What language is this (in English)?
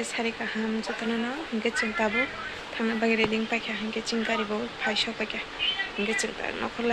Kok Borok